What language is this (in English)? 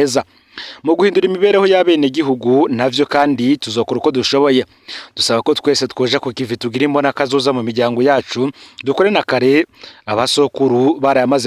Rundi